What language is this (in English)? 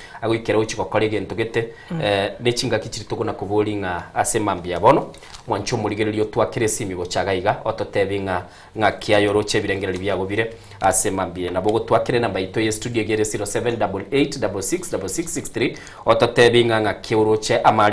Gusii